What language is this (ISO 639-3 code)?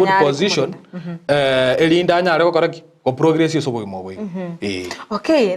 guz